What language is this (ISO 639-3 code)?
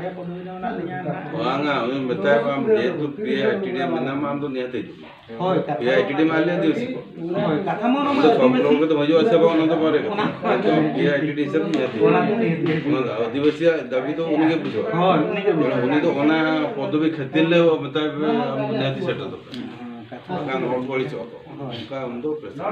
sat